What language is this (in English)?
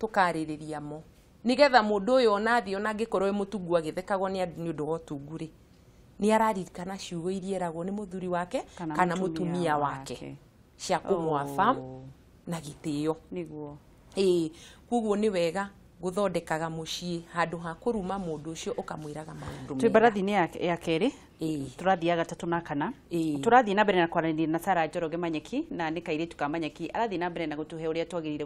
Kikuyu